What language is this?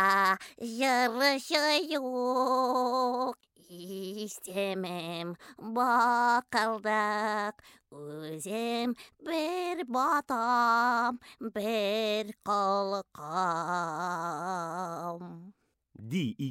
Tatar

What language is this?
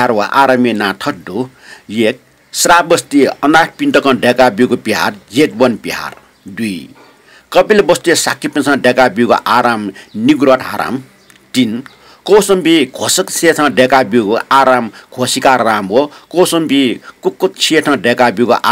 Newari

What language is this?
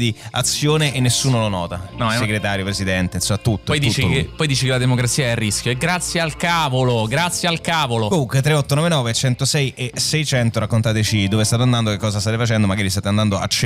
Italian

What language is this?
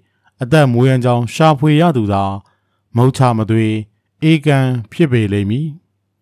Burmese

